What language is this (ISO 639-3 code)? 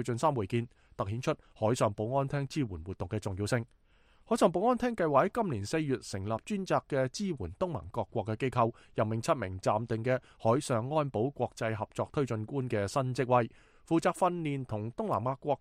yue